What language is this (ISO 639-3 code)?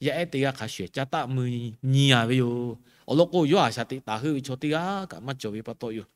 lhu